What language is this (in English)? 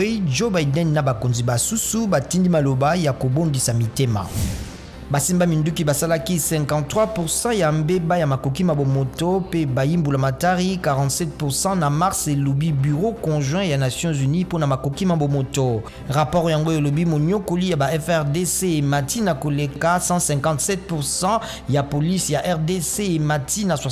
Lingala